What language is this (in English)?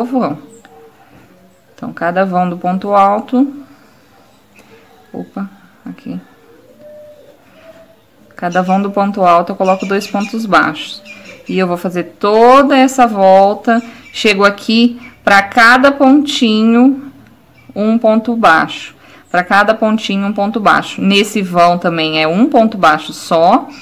Portuguese